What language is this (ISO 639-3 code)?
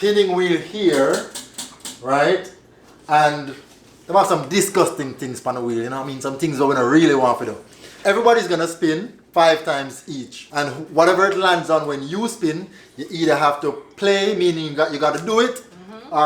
jam